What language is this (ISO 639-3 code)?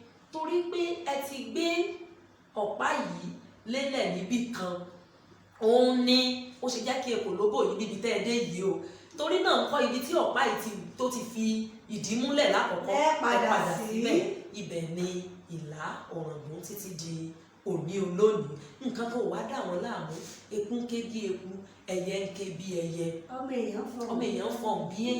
yor